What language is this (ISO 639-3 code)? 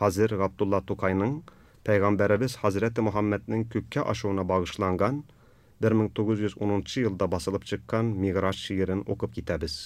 tat